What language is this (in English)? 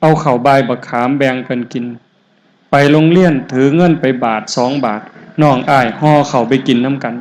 Northeastern Thai